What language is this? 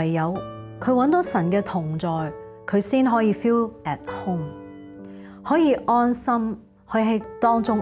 Cantonese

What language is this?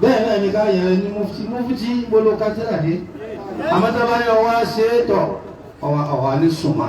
Yoruba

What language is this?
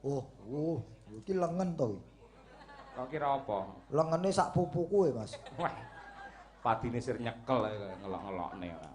Javanese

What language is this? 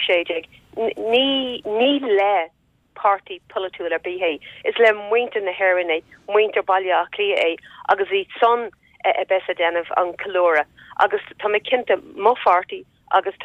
Irish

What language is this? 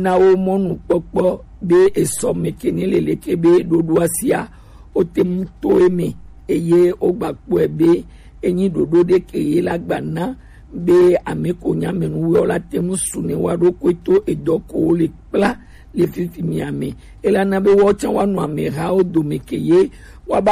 Gen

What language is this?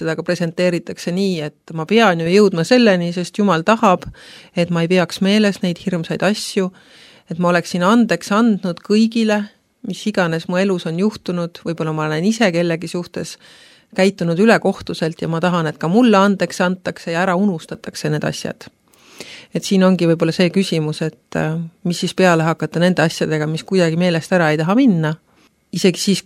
Estonian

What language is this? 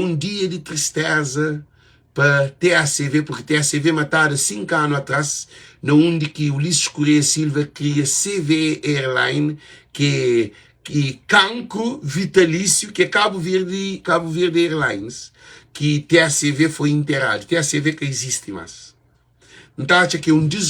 Kabuverdianu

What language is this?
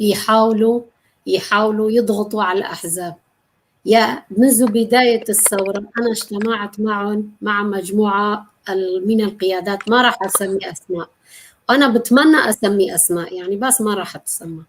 North Levantine Arabic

